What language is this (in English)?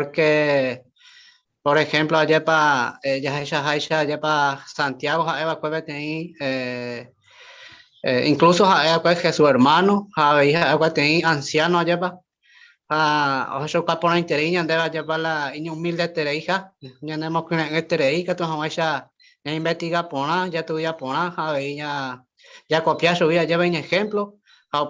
Guarani